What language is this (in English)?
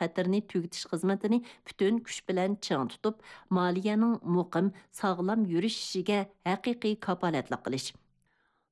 Uyghur